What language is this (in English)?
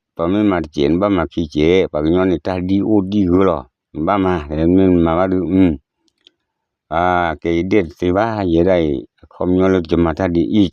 S'gaw Karen